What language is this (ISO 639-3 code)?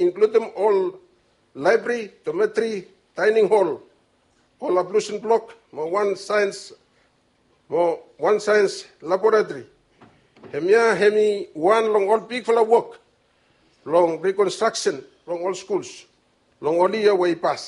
bis